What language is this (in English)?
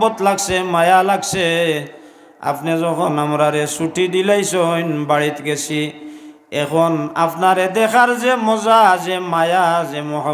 Sylheti